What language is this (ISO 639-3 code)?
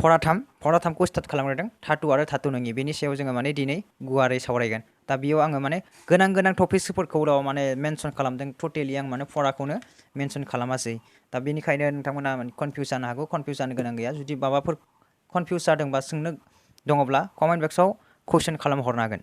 brx